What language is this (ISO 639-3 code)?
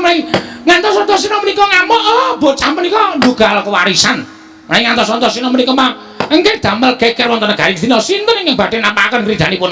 jav